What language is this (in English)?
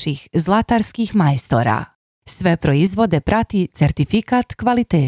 Croatian